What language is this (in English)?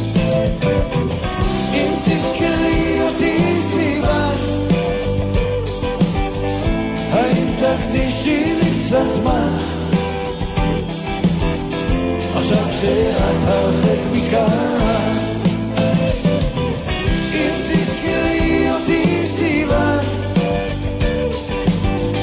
Hebrew